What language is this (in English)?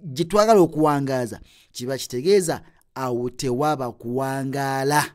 Ganda